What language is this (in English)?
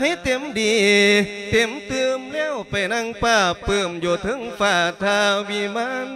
Lao